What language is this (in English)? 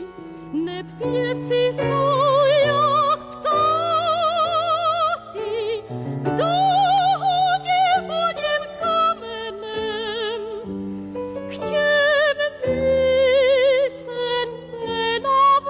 Czech